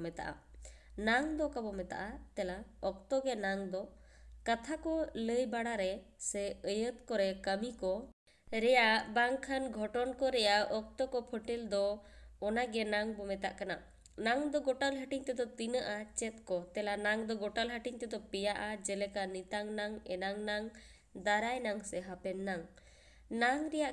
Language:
Santali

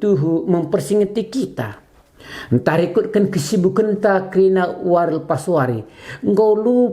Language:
Batak Karo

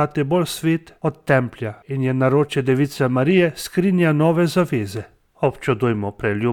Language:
Slovenian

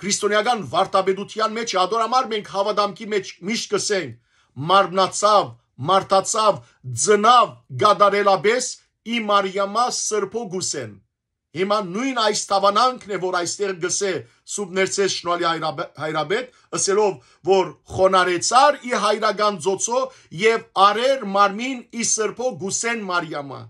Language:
Western Armenian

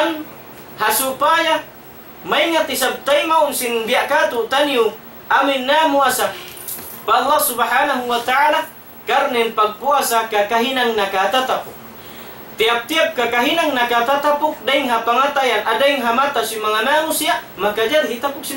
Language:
Tausug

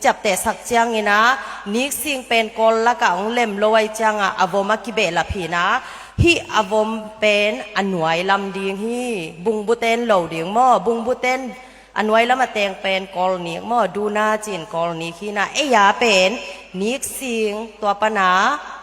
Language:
Tedim Chin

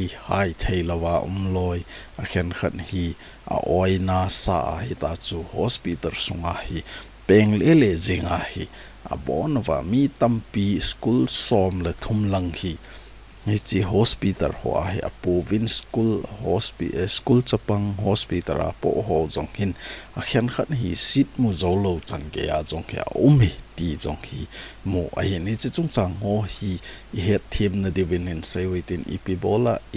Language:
Thado Chin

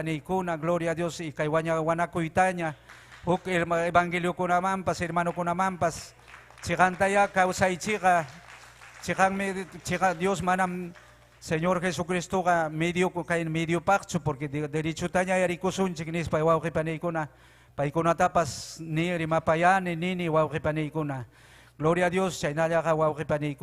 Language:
Ayacucho Quechua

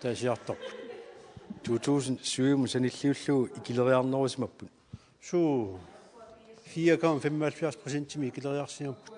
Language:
Kalaallisut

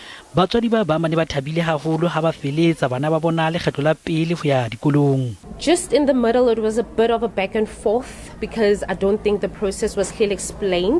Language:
Southern Sotho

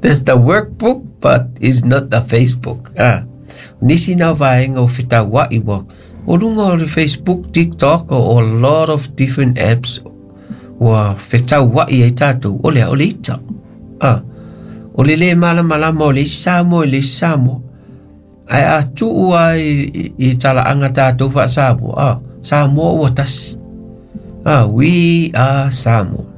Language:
Samoan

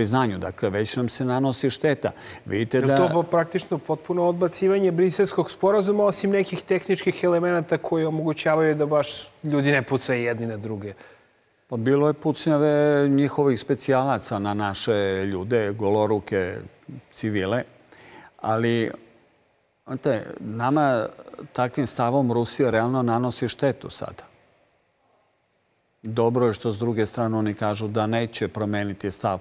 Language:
Serbian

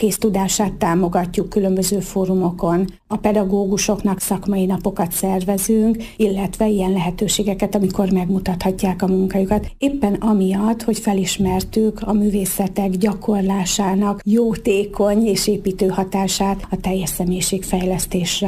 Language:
Hungarian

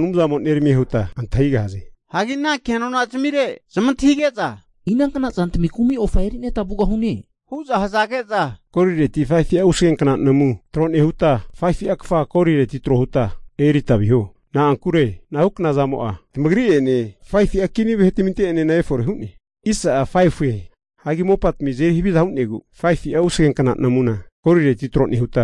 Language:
Slovenian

